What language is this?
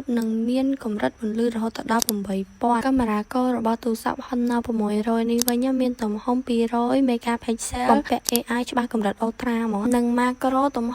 Khmer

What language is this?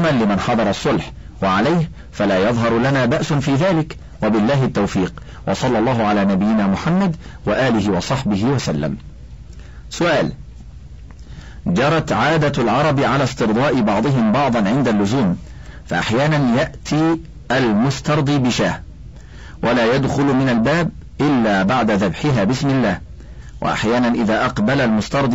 Arabic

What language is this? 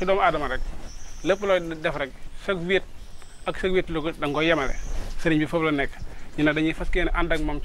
Wolof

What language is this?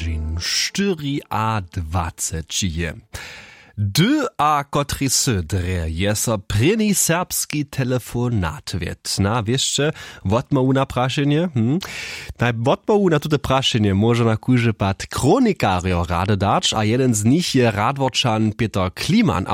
Upper Sorbian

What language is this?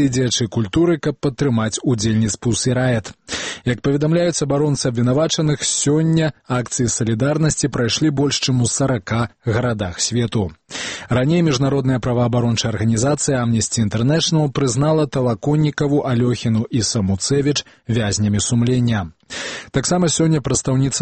Belarusian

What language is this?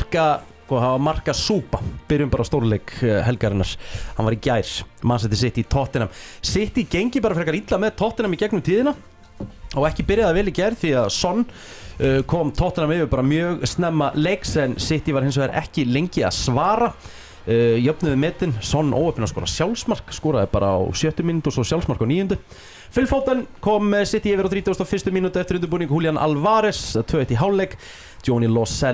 Icelandic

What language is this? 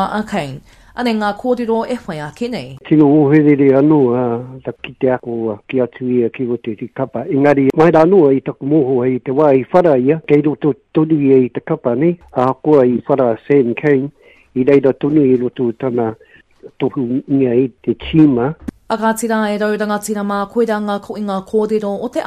Māori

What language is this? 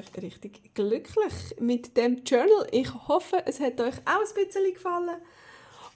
Swiss German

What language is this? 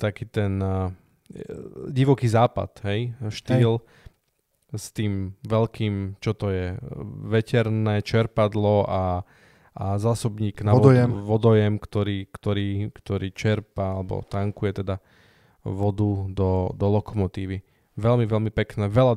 Slovak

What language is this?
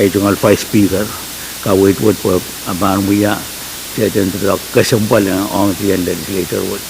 Pohnpeian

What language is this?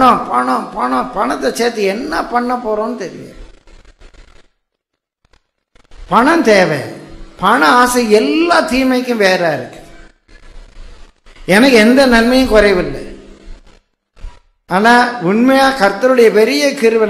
Tamil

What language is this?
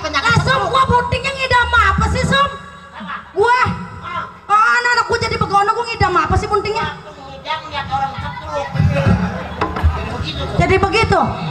Betawi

